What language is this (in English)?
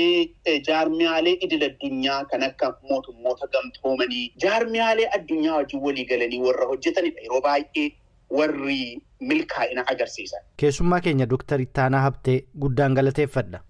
Oromo